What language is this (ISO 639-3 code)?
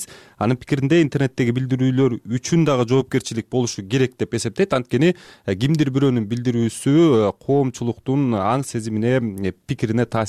kir